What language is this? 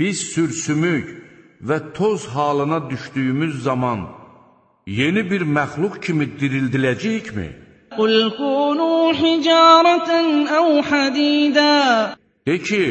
Azerbaijani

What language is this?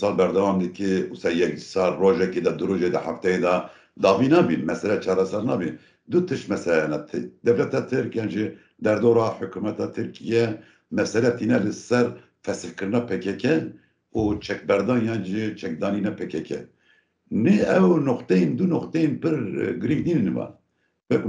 Kurdish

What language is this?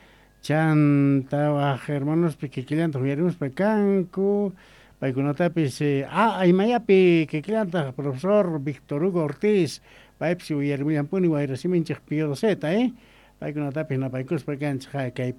South Bolivian Quechua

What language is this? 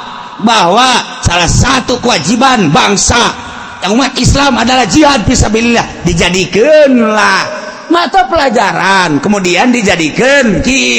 Sundanese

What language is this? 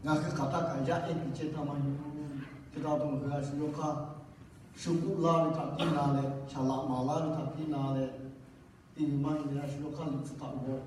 Lahu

